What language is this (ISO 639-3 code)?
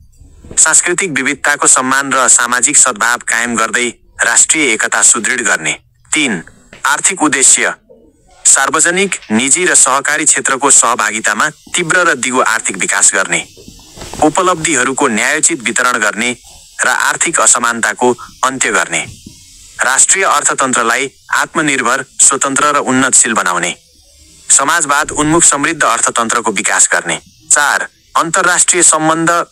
nep